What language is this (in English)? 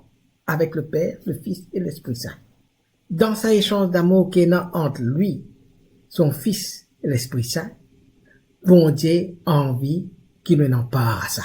Morisyen